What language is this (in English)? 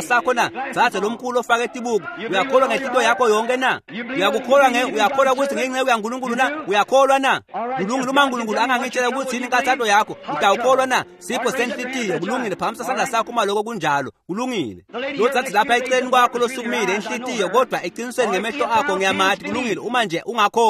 Swati